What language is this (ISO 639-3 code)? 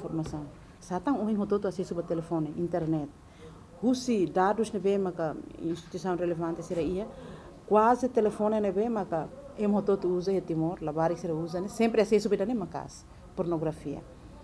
tet